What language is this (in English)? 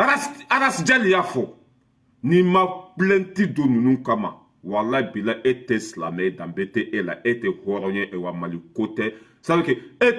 Bambara